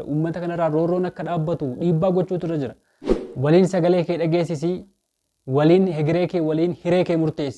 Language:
Oromo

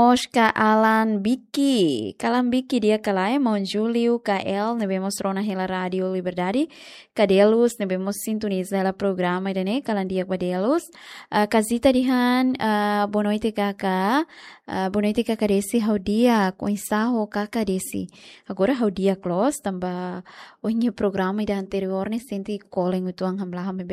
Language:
Tetum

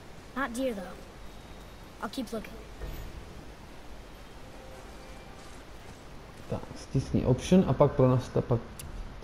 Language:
Czech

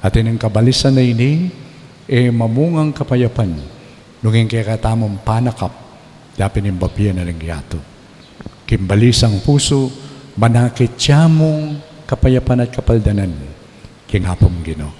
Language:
Pampanga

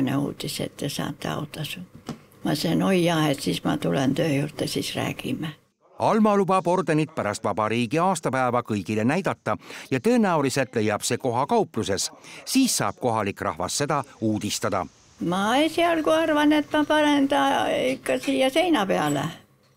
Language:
Estonian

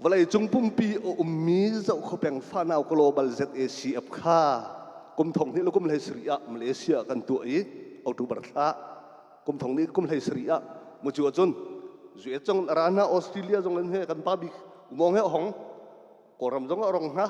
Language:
Hakha Chin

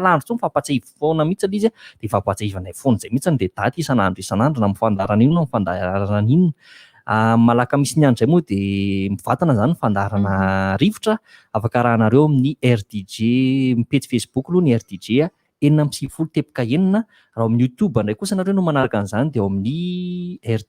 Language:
Malagasy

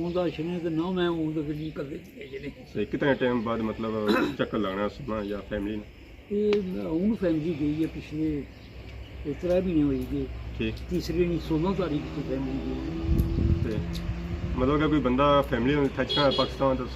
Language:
Pahari-Potwari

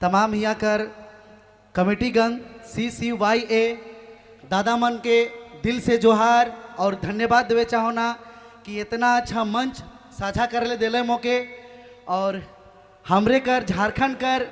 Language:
Sadri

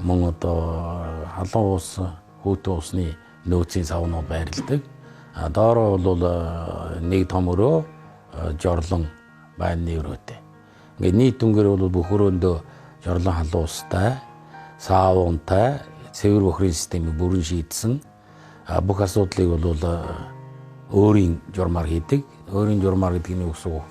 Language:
Mongolian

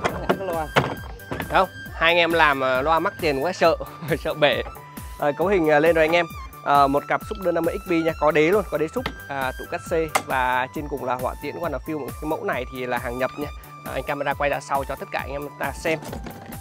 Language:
Vietnamese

